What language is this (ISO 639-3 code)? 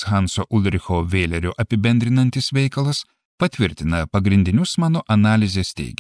lit